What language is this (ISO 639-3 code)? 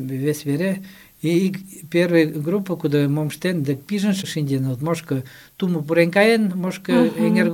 chm